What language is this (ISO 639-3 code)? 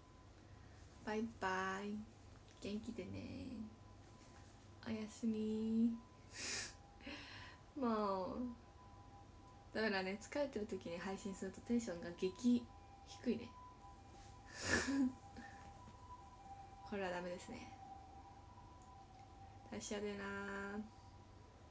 jpn